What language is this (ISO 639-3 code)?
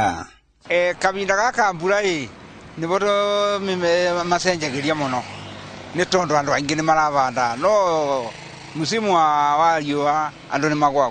kik